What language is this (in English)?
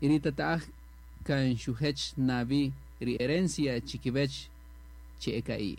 Kaqchikel